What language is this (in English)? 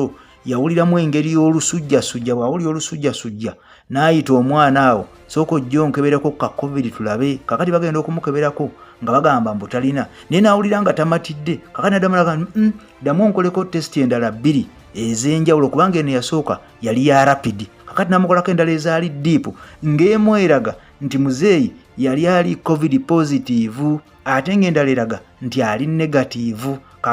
Ganda